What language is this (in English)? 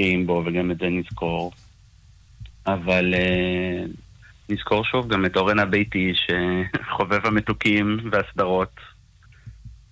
Hebrew